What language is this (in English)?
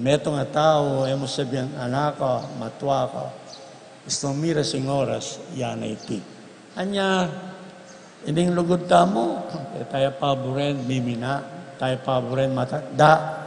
Pampanga